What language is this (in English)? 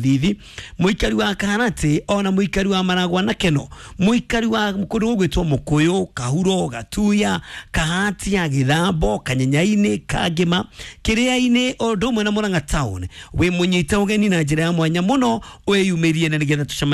Kikuyu